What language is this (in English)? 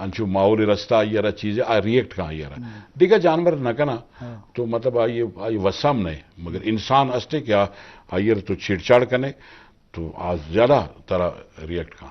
Eastern Balochi